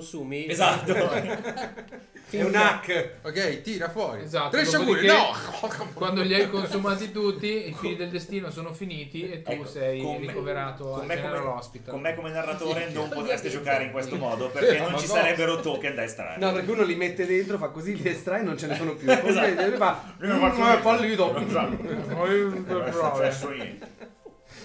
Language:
Italian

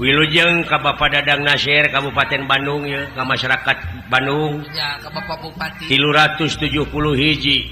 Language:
Sundanese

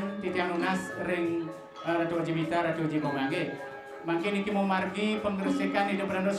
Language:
Balinese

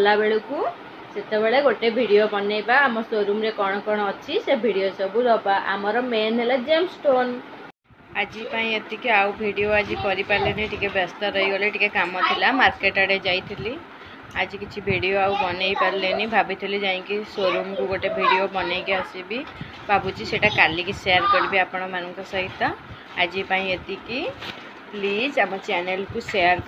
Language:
Odia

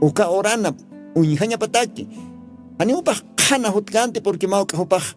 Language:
Aymara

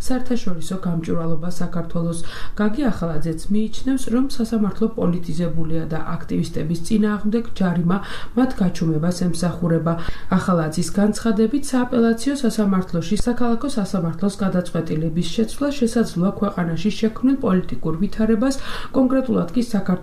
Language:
Georgian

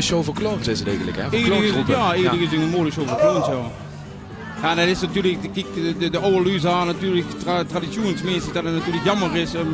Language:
Limburgish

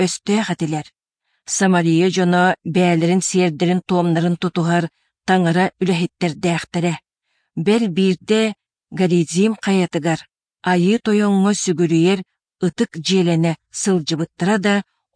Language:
Yakut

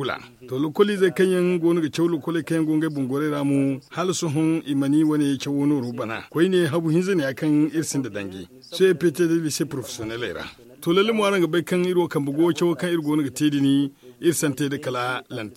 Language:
Zarma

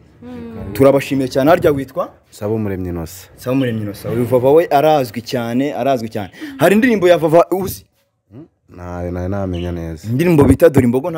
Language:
Kinyarwanda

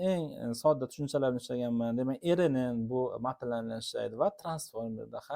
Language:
Uzbek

